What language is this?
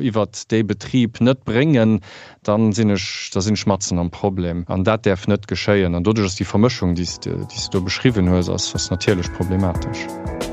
Luxembourgish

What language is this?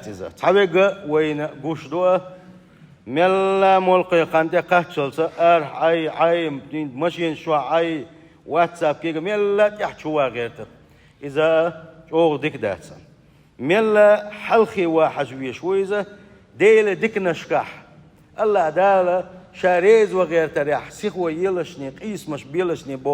Chechen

